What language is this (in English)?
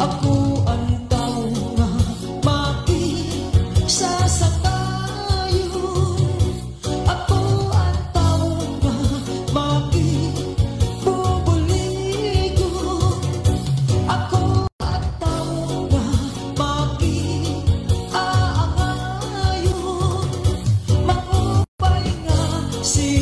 Waray